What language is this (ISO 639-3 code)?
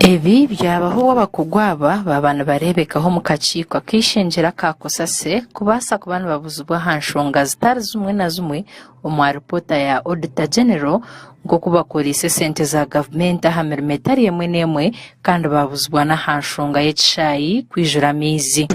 nyn